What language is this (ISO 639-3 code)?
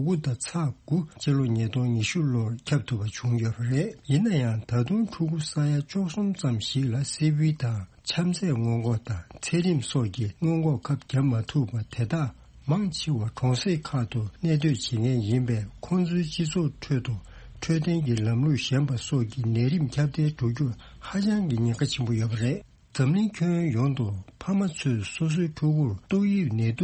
bod